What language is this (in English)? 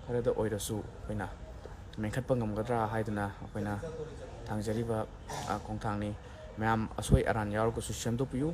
Manipuri